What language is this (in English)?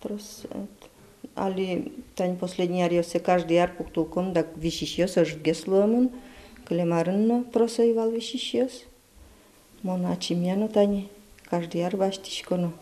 Udmurt